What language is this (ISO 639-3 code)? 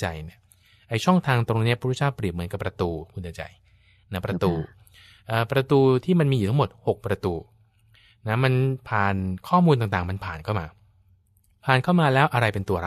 tha